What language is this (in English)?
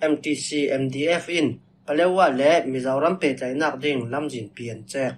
Falam Chin